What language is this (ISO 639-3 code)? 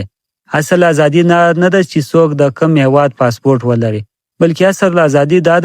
pus